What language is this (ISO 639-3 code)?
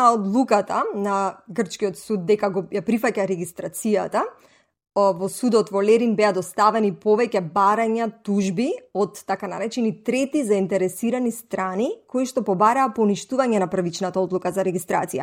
mkd